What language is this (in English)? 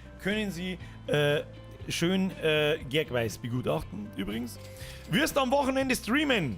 Bavarian